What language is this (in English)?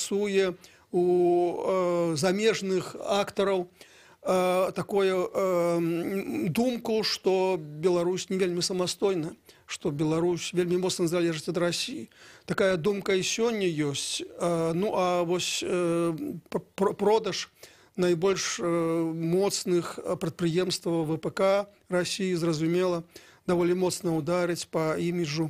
Belarusian